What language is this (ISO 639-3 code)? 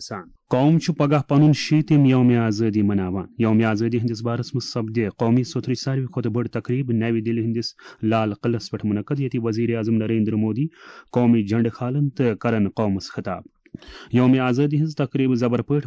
kas